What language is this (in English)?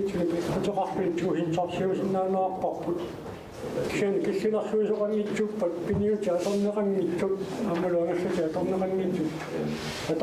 Kalaallisut